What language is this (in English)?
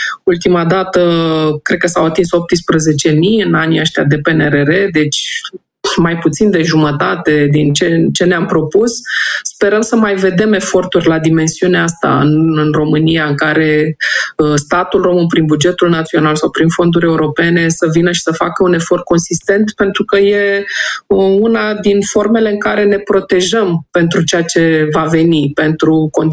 Romanian